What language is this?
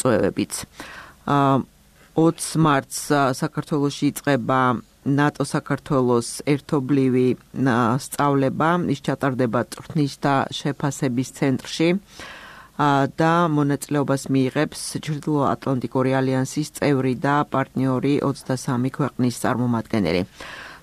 Georgian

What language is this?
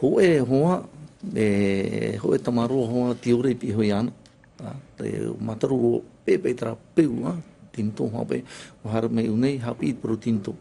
Tahitian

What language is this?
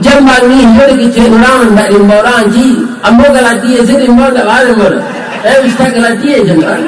Minangkabau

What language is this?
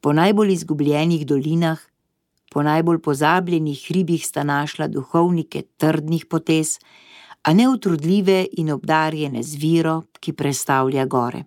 Slovenian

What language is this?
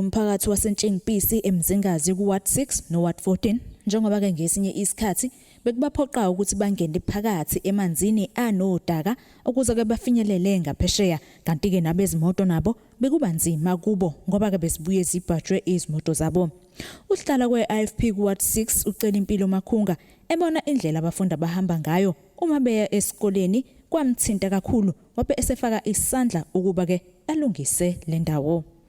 Zulu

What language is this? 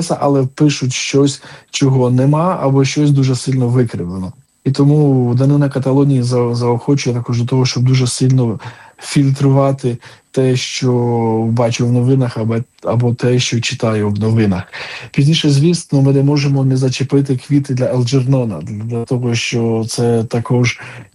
Ukrainian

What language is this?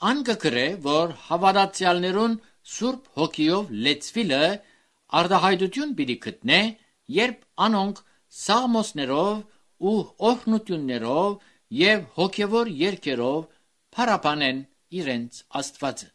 Armenian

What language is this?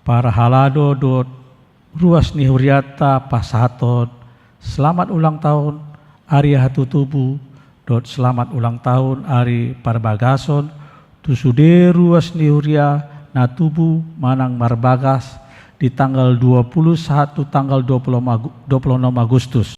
Batak Toba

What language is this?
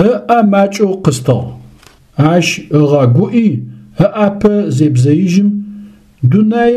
Adyghe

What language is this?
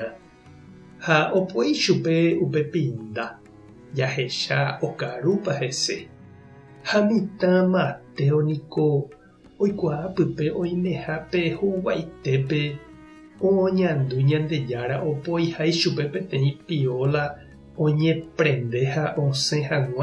Guarani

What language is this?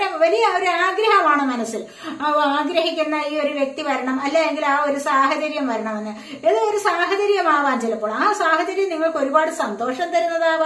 Malayalam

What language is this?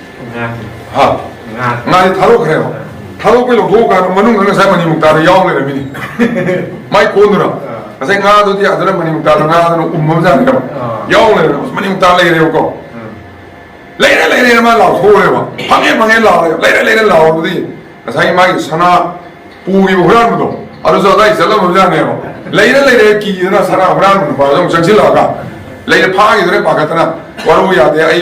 Manipuri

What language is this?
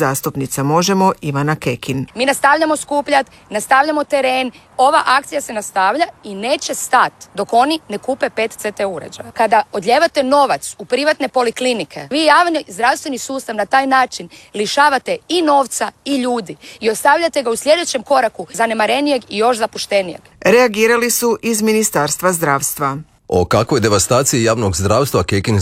Croatian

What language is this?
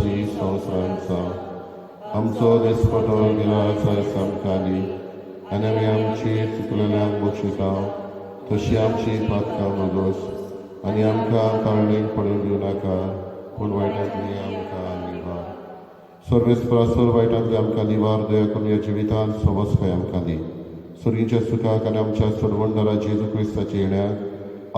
Konkani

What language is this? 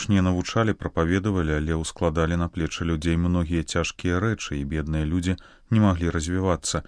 Belarusian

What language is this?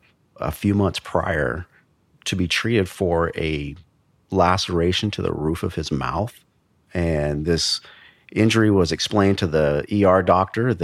English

